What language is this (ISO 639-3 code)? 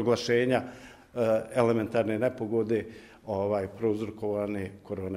bos